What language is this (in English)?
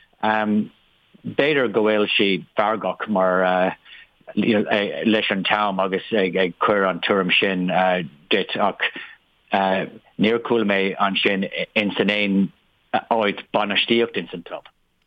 Irish